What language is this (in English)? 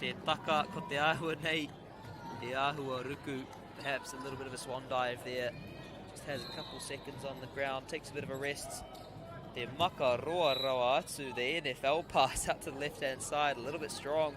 Māori